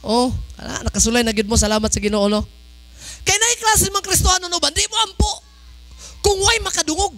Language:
Cebuano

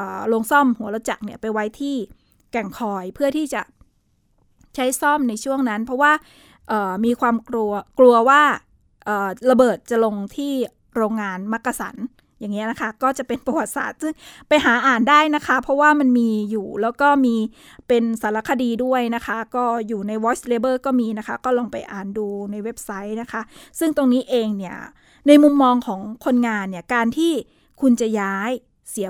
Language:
Thai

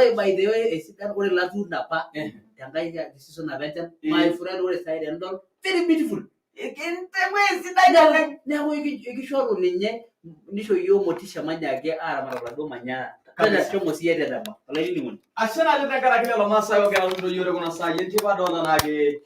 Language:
Masai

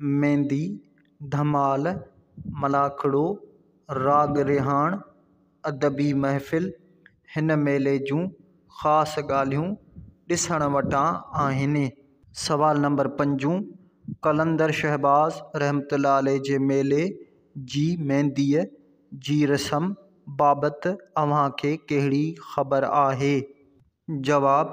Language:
Sindhi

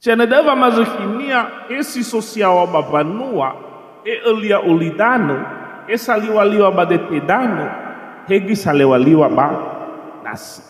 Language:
Nias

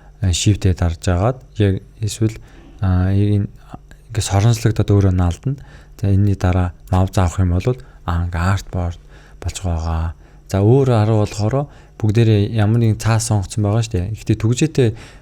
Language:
Mongolian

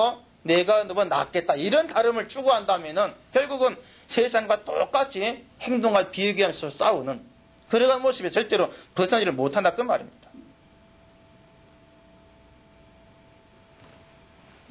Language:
Korean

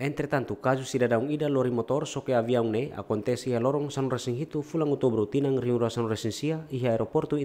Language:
Tetum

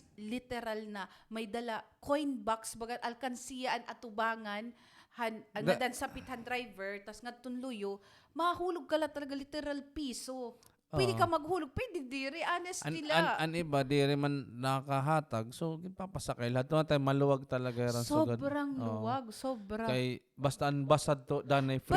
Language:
Waray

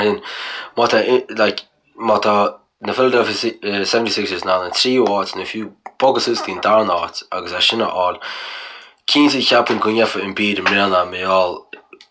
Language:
Irish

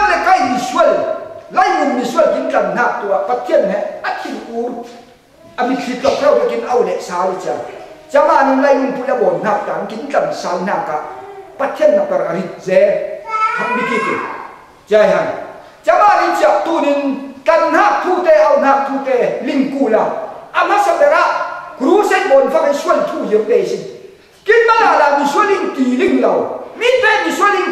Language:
Falam Chin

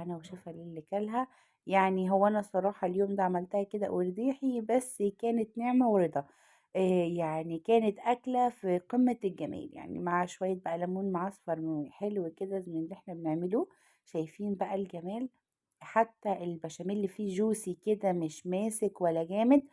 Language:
Egyptian Arabic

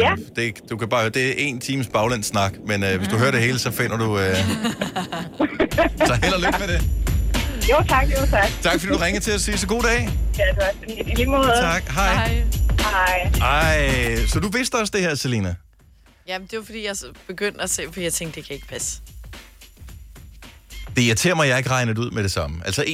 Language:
Danish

